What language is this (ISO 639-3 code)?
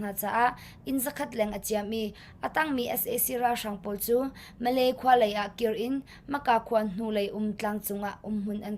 cnh